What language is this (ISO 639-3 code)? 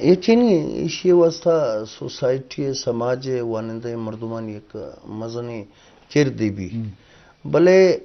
bgp